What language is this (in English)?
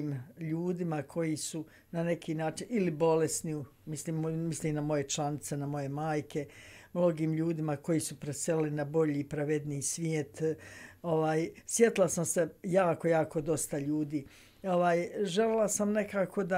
Bosnian